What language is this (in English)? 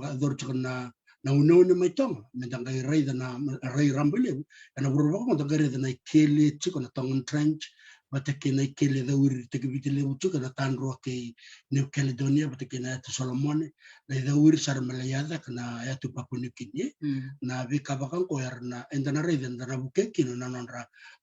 Fijian